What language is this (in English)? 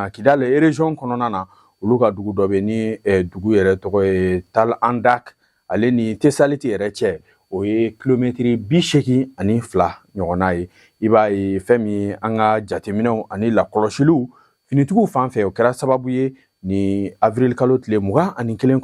Bambara